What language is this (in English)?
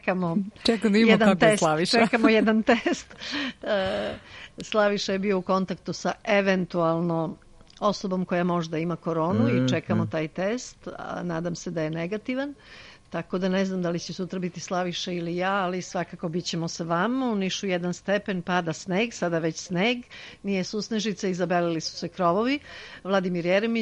Serbian